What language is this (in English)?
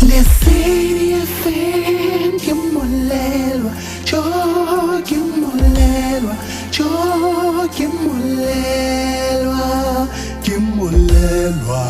Southern Sotho